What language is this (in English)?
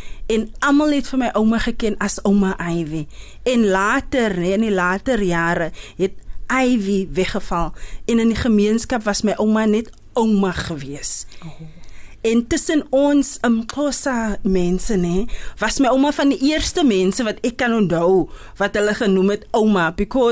Afrikaans